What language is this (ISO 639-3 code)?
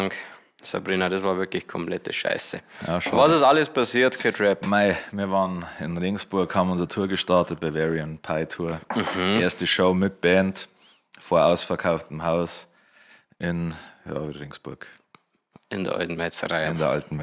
bar